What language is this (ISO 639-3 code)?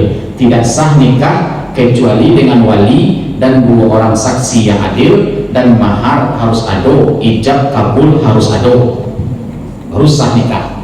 min